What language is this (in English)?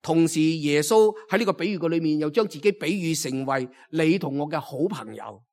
Cantonese